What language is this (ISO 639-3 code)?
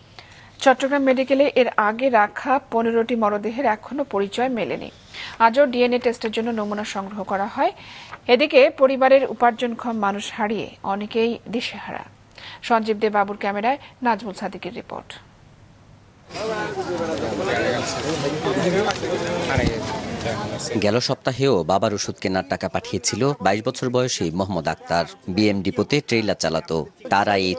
ben